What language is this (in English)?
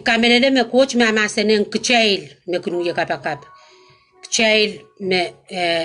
Pohnpeian